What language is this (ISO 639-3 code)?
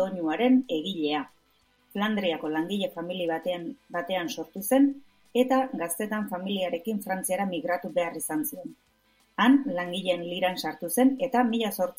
eus